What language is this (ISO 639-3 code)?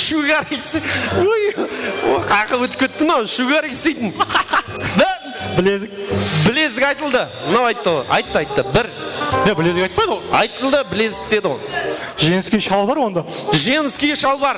kaa